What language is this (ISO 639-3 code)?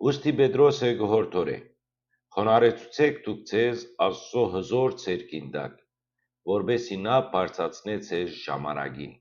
hyw